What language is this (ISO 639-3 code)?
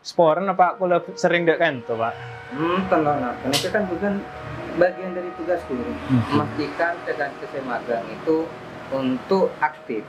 mad